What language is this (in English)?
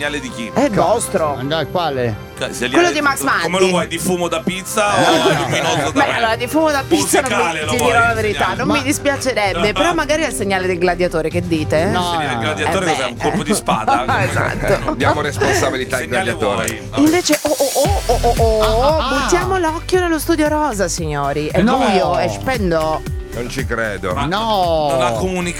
Italian